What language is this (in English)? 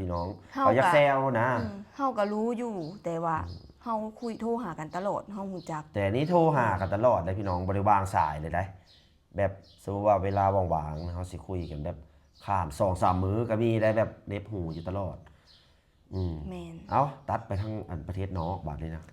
Lao